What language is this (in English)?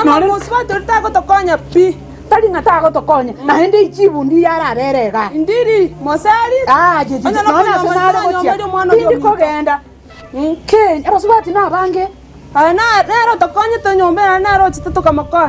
Gusii